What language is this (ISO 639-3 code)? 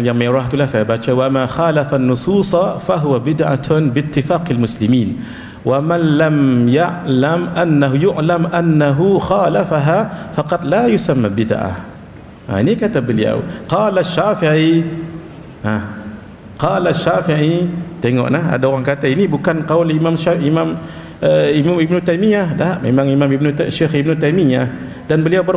msa